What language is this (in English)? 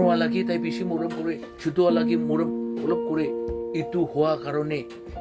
Naga Pidgin